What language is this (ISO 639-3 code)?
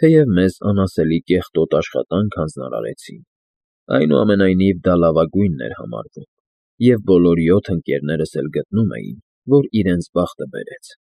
hye